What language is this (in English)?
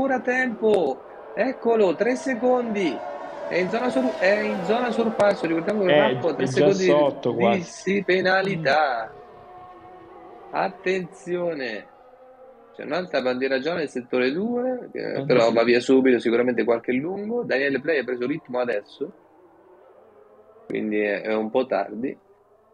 Italian